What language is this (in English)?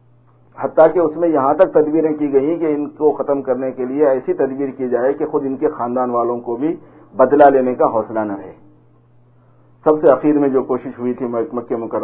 Urdu